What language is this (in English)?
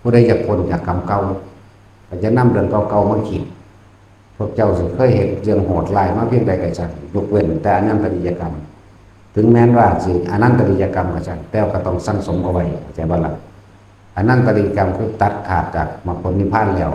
Northeastern Thai